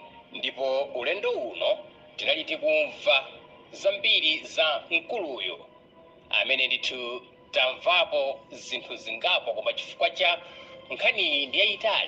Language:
Nyanja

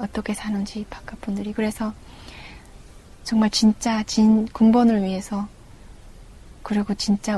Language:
Korean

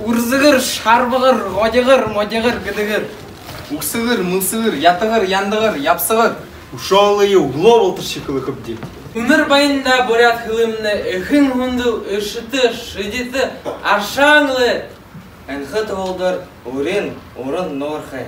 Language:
Buriat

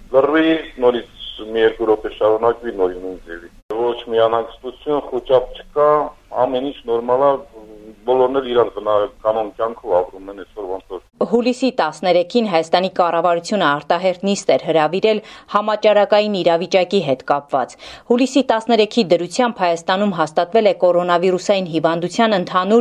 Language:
Armenian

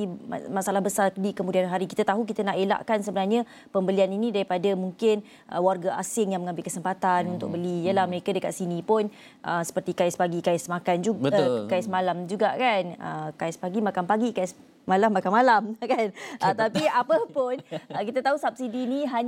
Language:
Malay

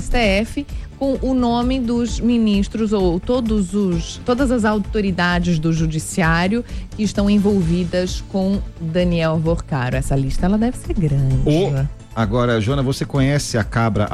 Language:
Portuguese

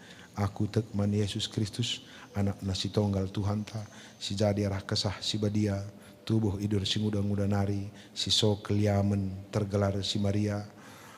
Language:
Batak Karo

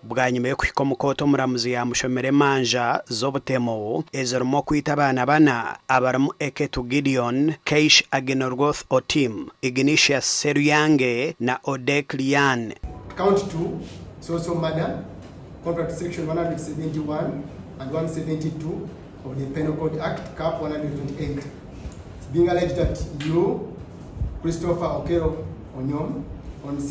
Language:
Nyankole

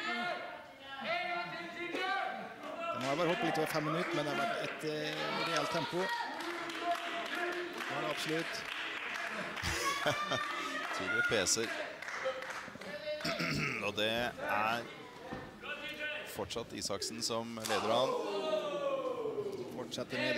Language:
Norwegian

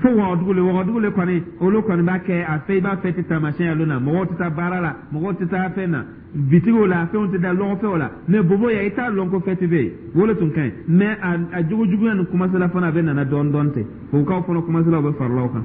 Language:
Dyula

